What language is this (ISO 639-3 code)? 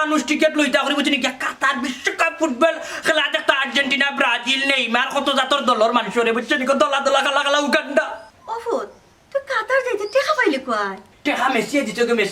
syl